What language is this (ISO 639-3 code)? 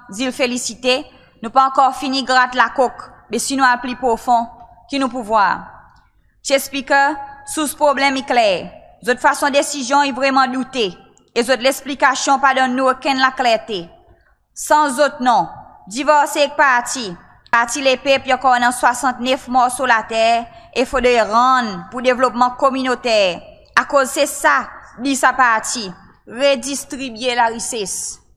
crs